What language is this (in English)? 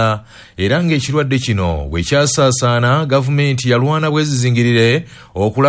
Ganda